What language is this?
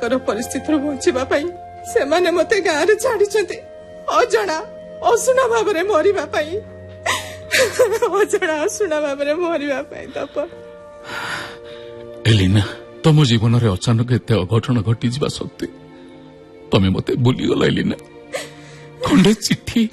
Odia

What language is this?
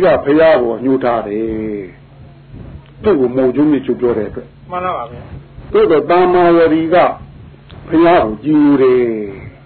Burmese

